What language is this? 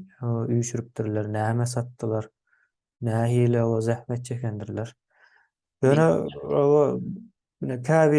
Turkmen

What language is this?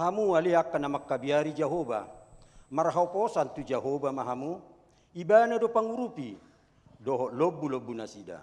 Batak Toba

